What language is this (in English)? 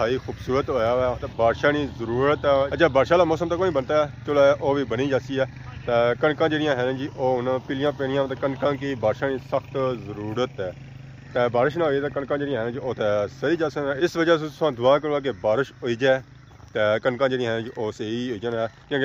Pahari-Potwari